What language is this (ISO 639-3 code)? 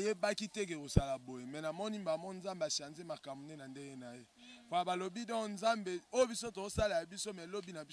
lin